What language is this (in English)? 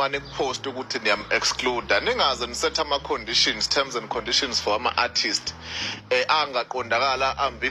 Zulu